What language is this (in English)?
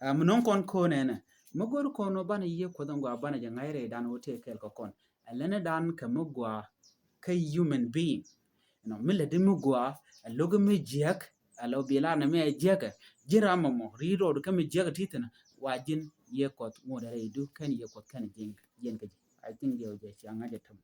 Nuer